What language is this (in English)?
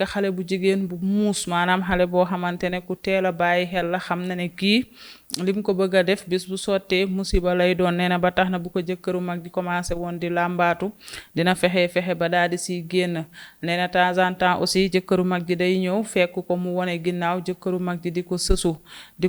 Wolof